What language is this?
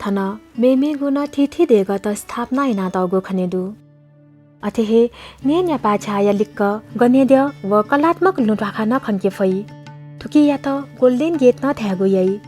Newari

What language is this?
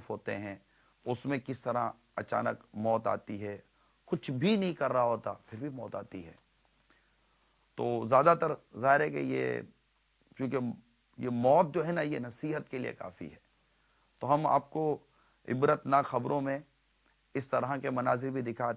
Urdu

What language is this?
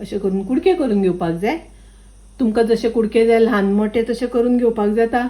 Konkani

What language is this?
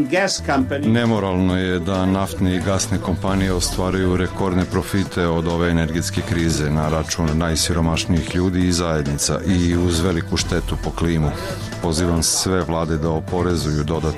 Serbian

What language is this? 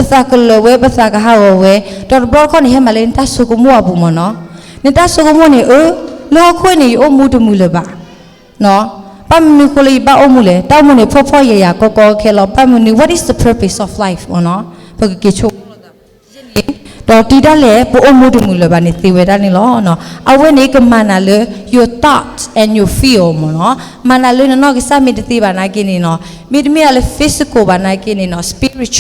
S'gaw Karen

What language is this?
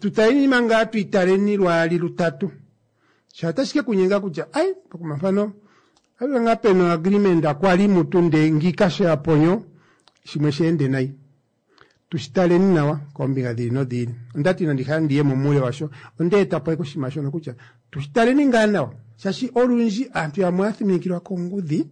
Kuanyama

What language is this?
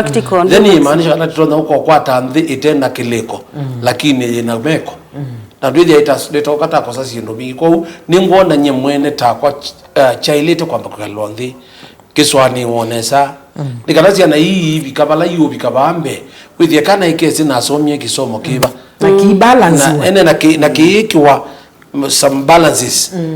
Kamba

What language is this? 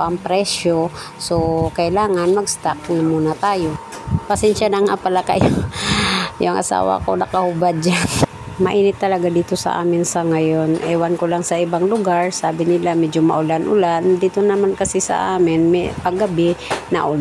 Filipino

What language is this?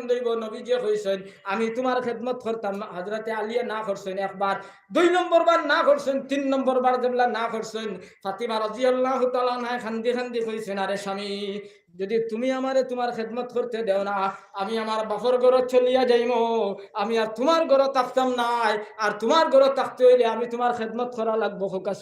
Sylheti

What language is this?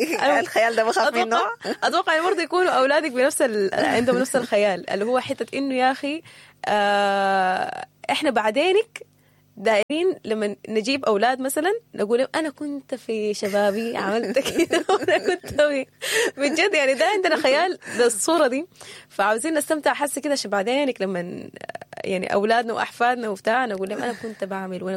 Sudanese Arabic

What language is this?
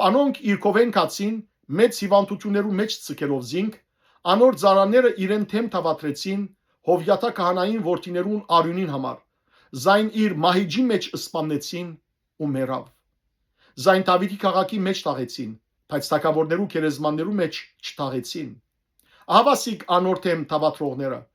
Western Armenian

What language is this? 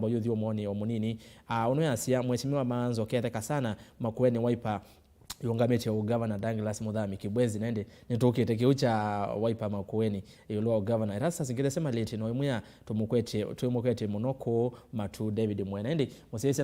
Kamba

